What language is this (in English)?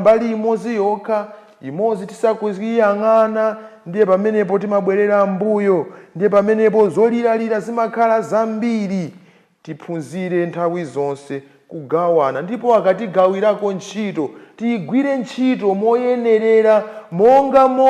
Nyanja